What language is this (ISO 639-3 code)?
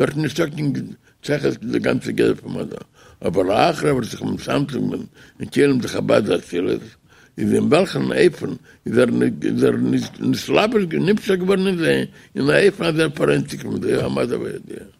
yid